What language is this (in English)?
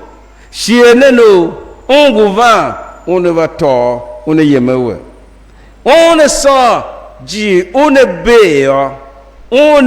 Tiv